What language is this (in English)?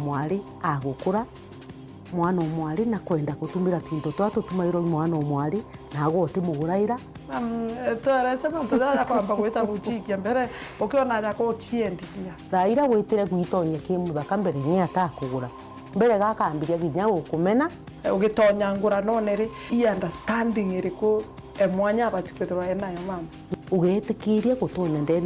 Meru